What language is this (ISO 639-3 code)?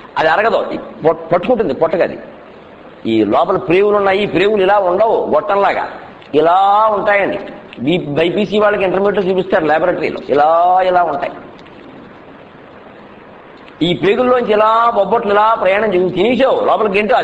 tel